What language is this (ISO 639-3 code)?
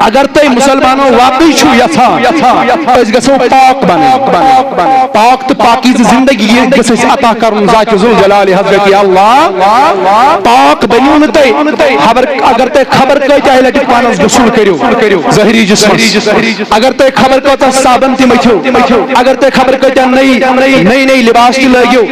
kas